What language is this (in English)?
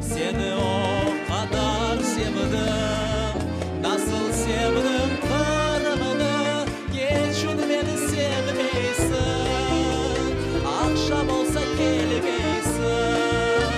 Crimean Tatar